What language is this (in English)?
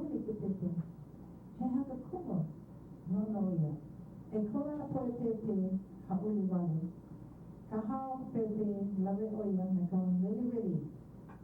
Hawaiian